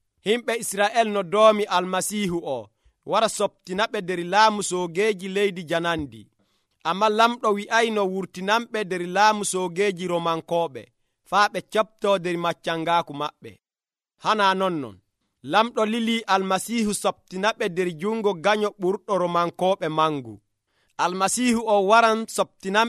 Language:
Nigerian Fulfulde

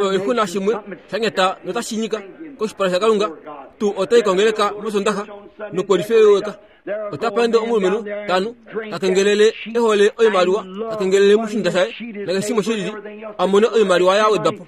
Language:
Kuanyama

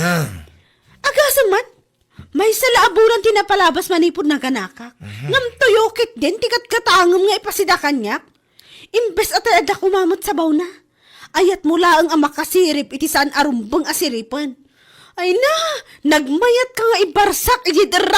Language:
Iloko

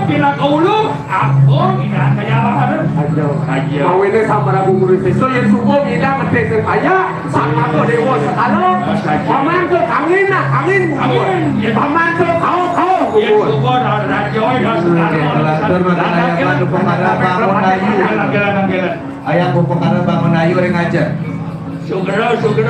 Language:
Balinese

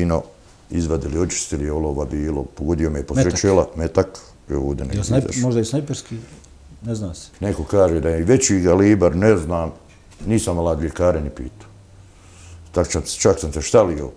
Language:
Bosnian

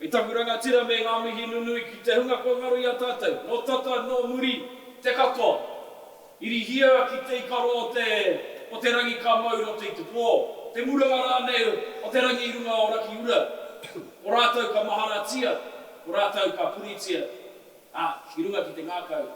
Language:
Māori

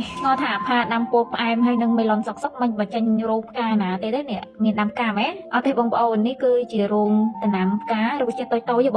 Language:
Khmer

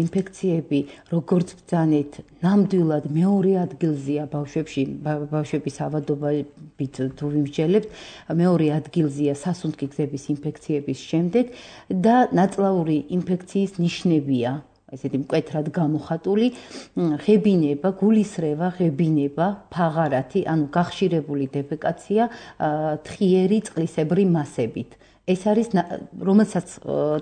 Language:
Georgian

